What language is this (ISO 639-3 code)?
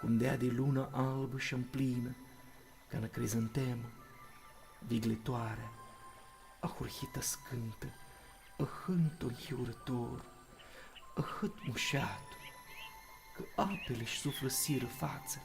rup